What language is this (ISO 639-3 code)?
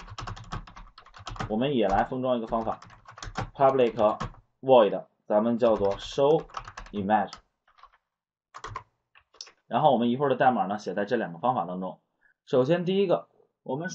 zho